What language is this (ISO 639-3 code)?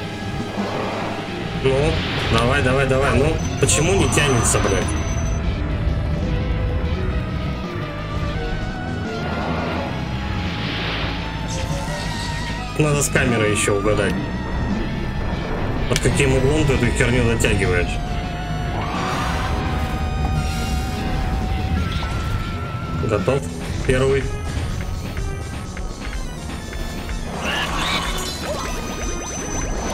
rus